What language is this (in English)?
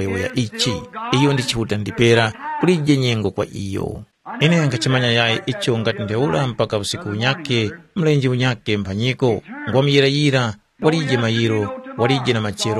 Tumbuka